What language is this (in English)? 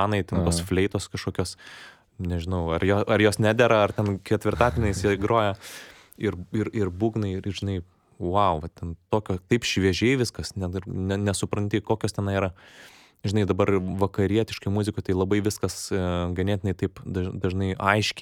Lithuanian